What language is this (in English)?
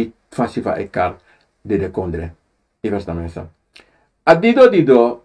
Sranan Tongo